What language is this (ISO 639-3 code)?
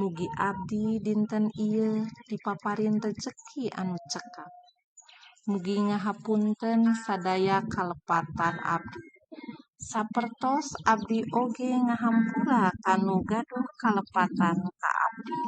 sun